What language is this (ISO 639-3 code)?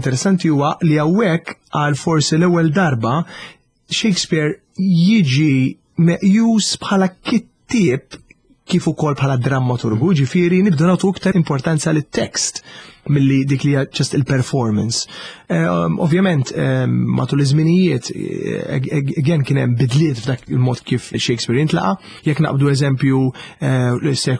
mlt